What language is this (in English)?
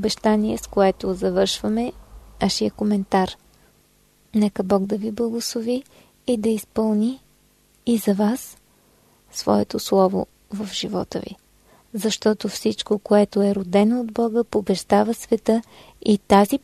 Bulgarian